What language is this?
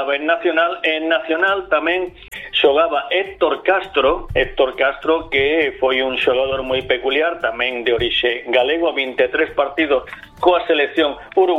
Galician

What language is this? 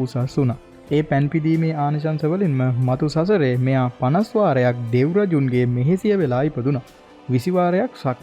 Sinhala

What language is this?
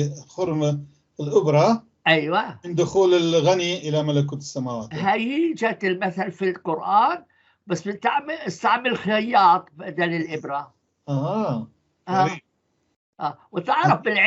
North Levantine Arabic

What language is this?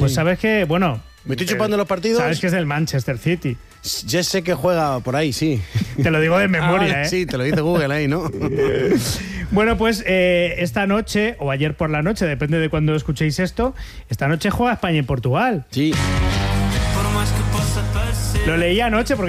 Spanish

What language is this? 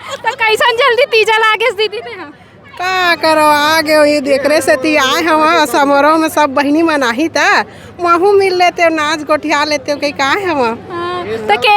Chhattisgarhi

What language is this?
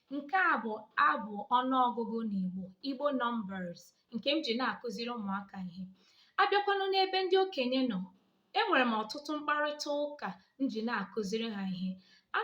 Igbo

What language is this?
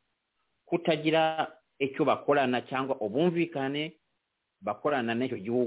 Kinyarwanda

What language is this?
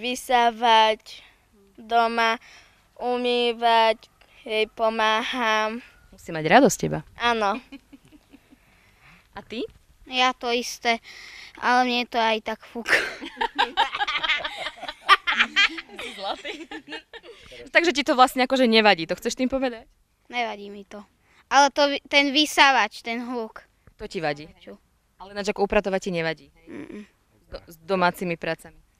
Slovak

